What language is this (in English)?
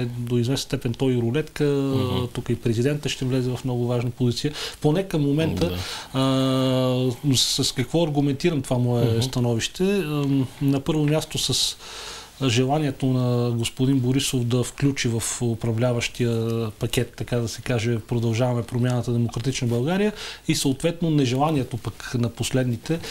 Bulgarian